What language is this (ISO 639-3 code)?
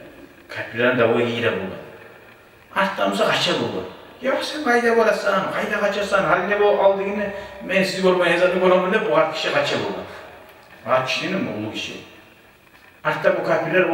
kum